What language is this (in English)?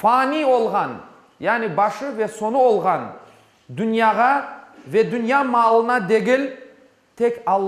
Crimean Tatar